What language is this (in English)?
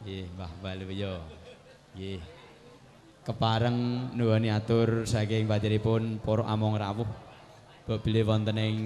Javanese